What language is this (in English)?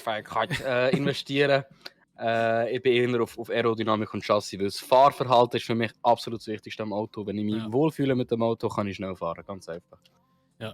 Swiss German